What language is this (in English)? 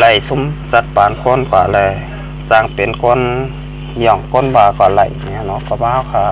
Shan